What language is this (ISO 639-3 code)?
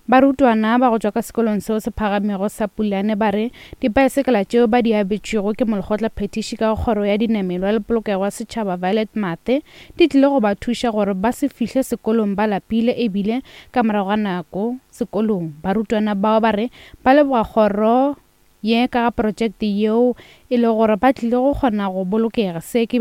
nso